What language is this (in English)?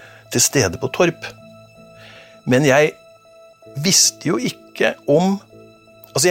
Norwegian